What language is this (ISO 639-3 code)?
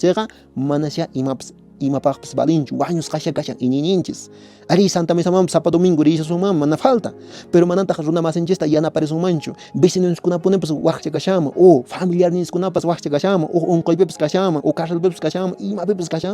que